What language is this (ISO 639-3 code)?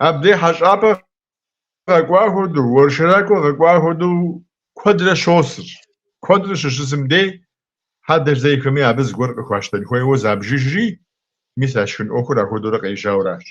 kbd